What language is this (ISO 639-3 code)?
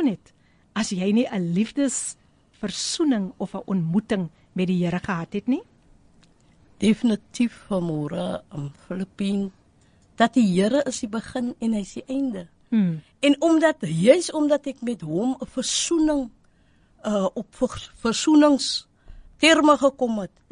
afr